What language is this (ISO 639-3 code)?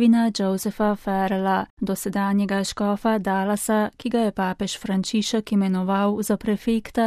slv